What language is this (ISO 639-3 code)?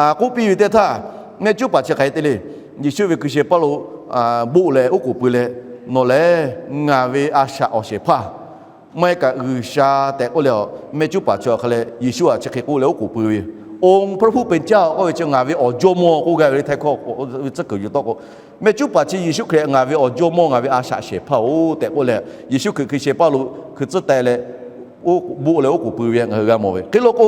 lhu